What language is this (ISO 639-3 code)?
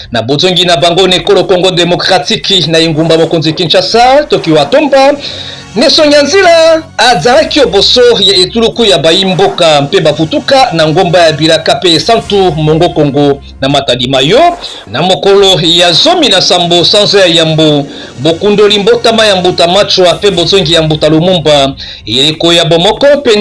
lin